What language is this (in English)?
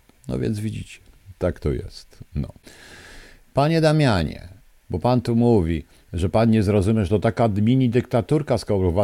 Polish